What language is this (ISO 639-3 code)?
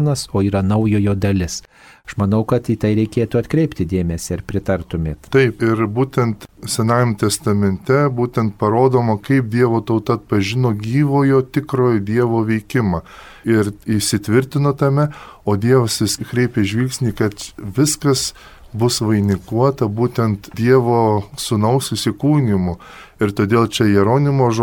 lit